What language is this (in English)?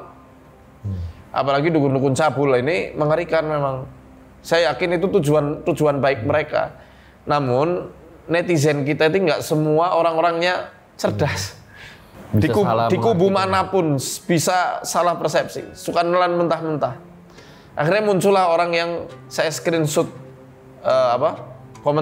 Indonesian